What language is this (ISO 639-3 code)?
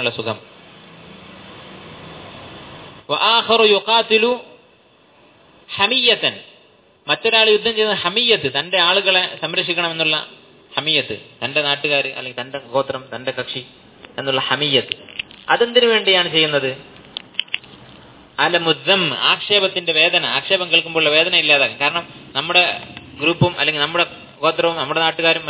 mal